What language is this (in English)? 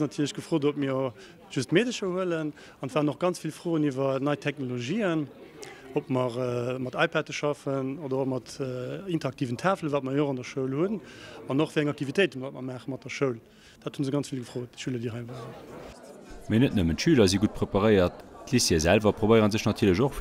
Luxembourgish